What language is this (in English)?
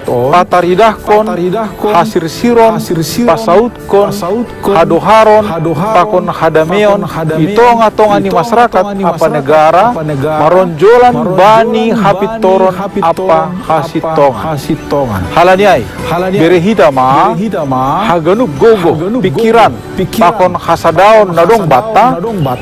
Batak Simalungun